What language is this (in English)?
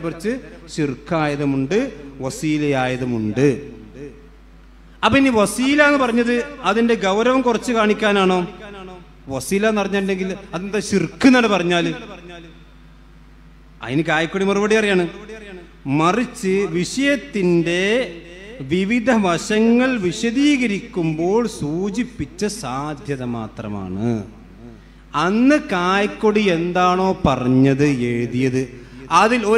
Malayalam